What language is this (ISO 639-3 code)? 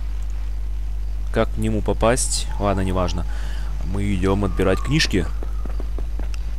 rus